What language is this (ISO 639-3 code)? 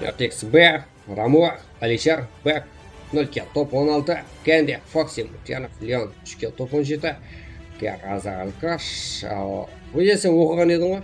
kaa